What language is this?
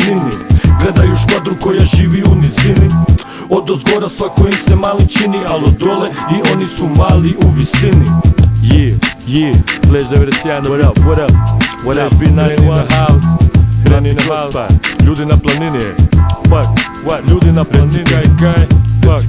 Croatian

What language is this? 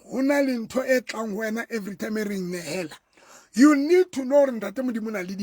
Southern Sotho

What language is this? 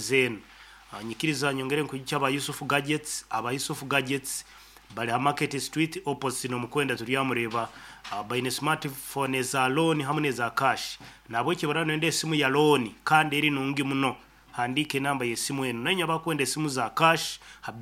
Nyankole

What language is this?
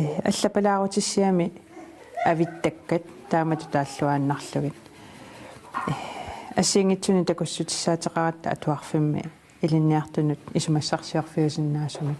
Kalaallisut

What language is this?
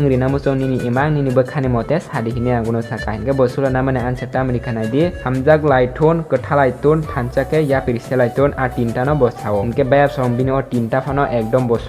Kok Borok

